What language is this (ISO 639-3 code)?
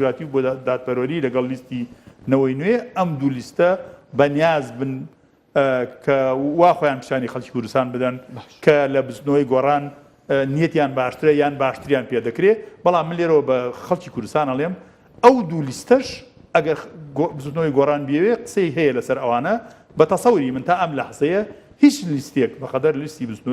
ckb